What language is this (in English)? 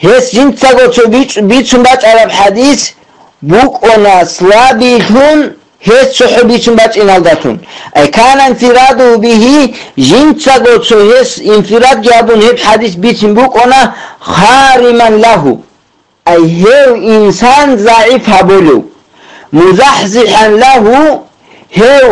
Avaric